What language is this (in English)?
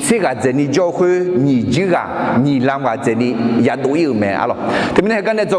Akha